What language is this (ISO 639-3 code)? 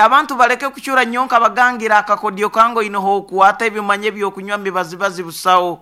nyn